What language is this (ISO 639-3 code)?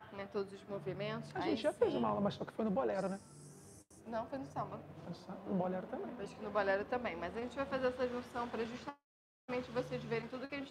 por